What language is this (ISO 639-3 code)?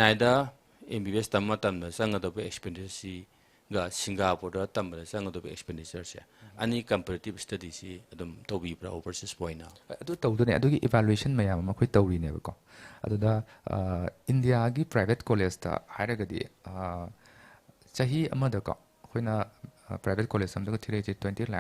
mni